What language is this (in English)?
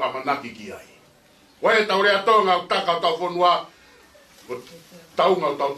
Tongan